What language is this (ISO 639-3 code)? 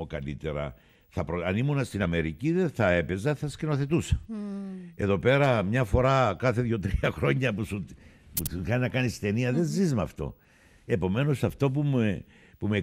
ell